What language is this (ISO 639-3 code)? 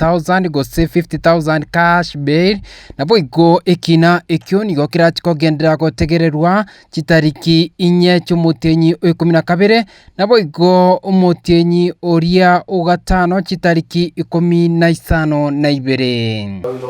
guz